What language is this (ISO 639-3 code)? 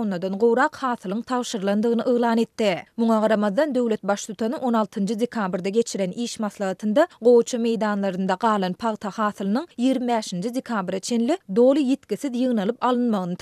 tuk